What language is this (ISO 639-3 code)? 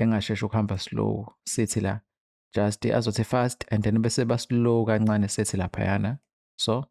zul